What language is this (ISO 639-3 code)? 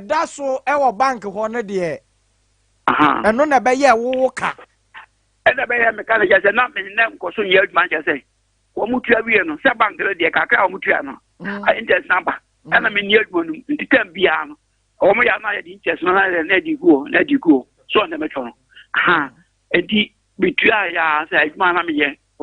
aka